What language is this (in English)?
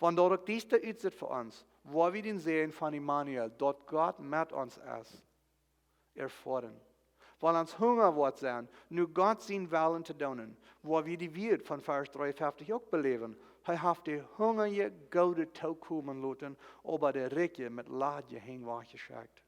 Plautdietsch